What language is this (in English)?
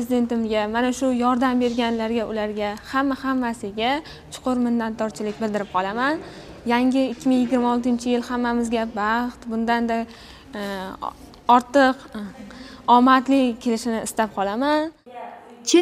Uzbek